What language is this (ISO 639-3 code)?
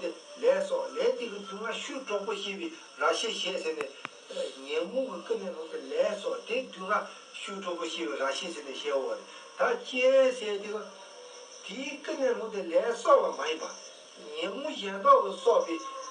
bod